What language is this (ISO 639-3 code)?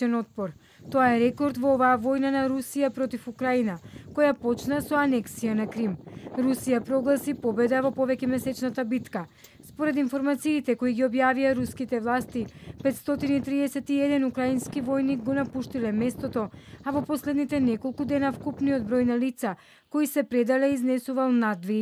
mkd